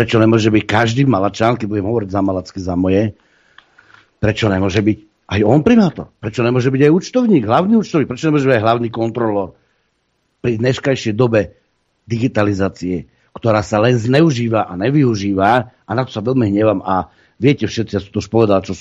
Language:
Slovak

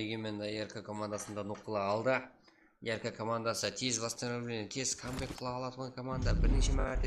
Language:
Kara-Kalpak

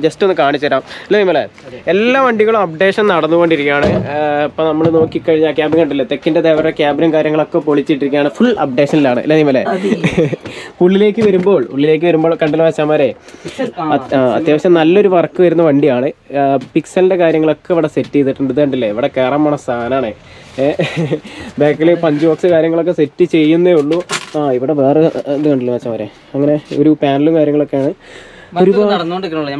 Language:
Malayalam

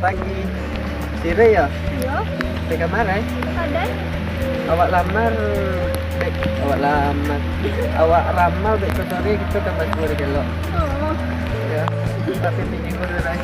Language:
Minangkabau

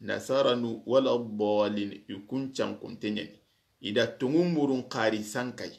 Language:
Soninke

